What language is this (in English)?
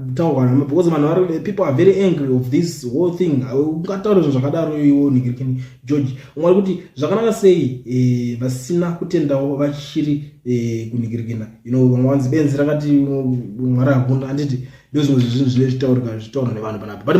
Shona